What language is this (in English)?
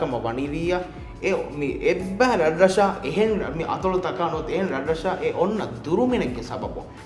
Divehi